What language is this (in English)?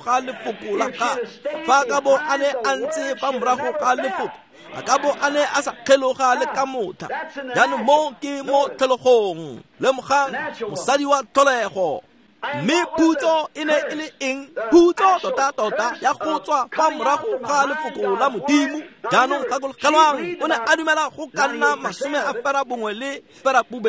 Tswana